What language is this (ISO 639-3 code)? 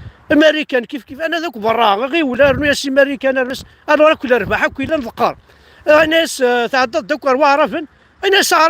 kab